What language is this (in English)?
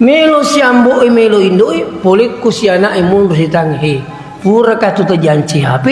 Buginese